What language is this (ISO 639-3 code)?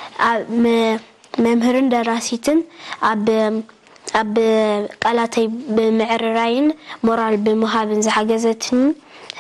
tir